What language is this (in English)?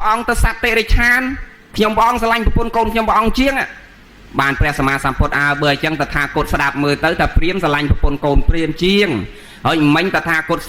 Khmer